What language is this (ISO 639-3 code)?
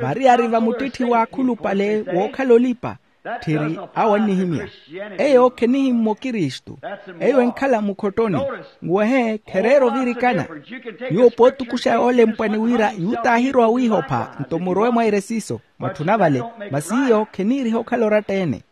vmw